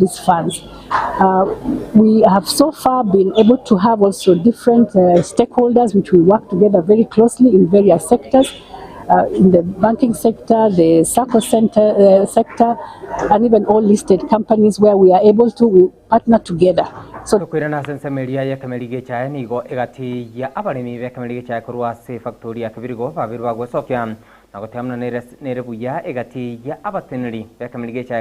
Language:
Gusii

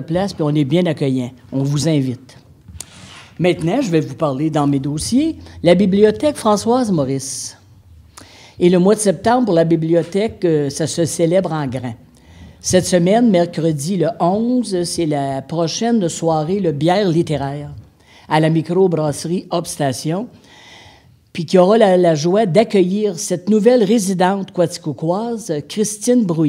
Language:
French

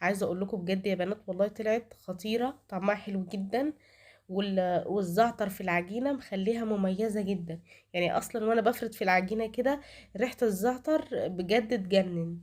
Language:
Egyptian Arabic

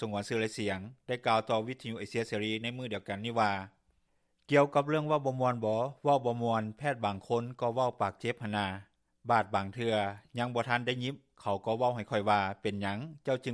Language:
Lao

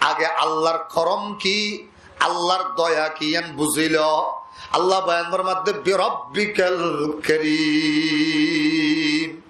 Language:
Rohingya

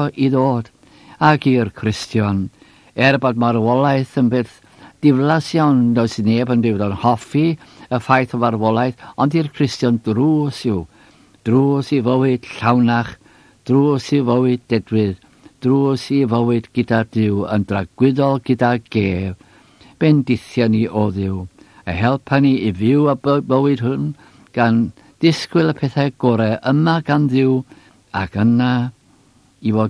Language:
Welsh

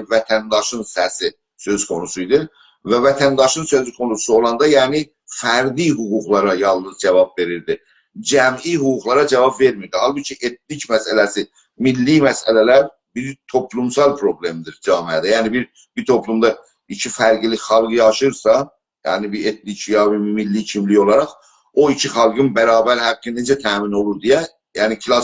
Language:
South Azerbaijani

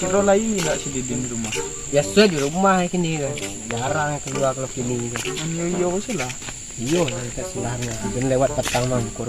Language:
Minangkabau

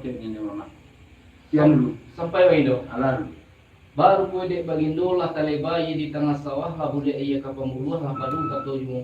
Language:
Minangkabau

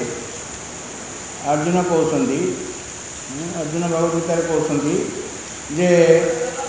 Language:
Odia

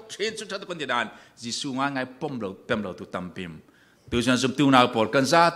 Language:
Falam Chin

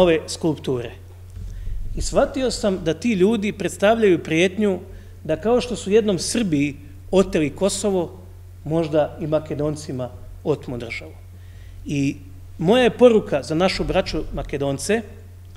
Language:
Croatian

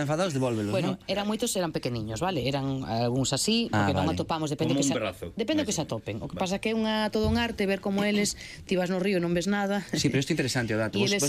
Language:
Galician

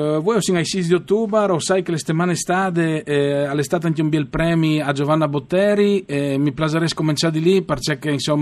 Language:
Friulian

